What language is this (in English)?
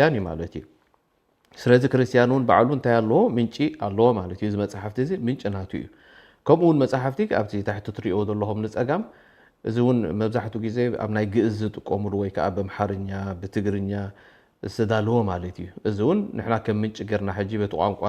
Tigrinya